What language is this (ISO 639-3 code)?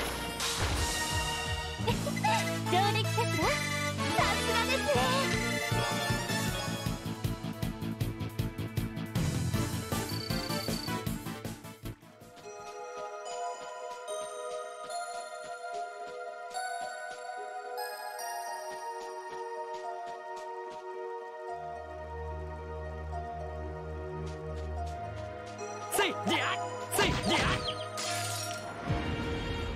jpn